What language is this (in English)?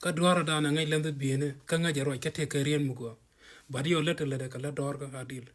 Nuer